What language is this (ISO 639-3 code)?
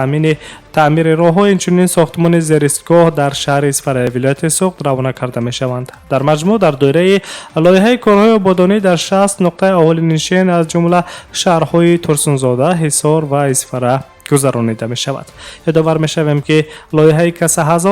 tgk